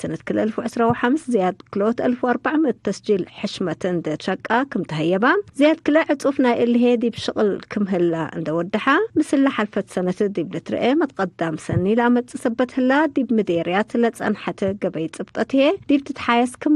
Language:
Tigre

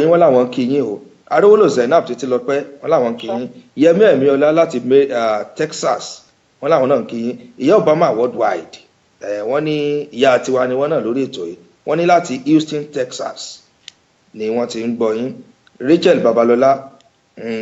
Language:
Yoruba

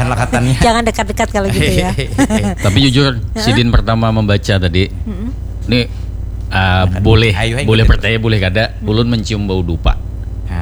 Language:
Banjar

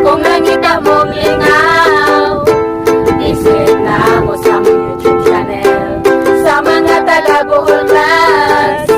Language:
Cebuano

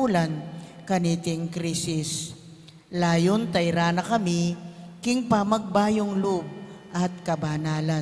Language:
Pampanga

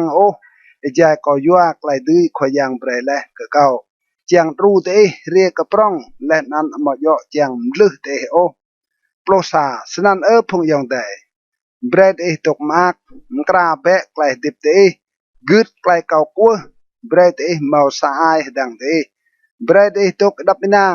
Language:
Rade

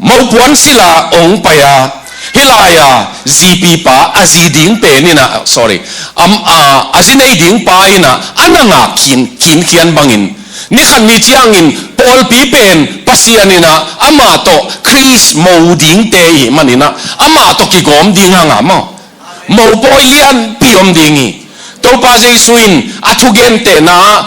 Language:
Tedim Chin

